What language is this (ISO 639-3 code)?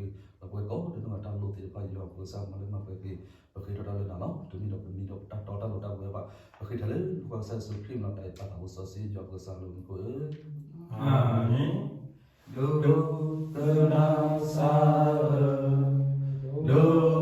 ksw